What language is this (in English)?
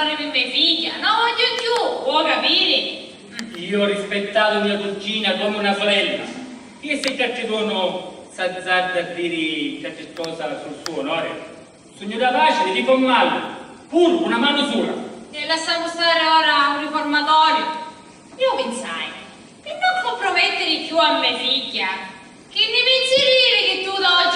Sicilian